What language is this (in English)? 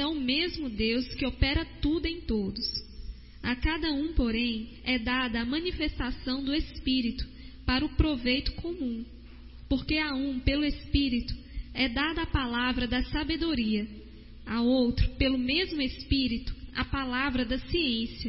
Portuguese